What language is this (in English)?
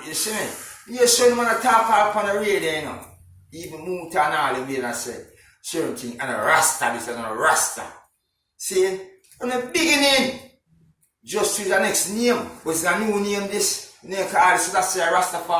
Jamaican Creole English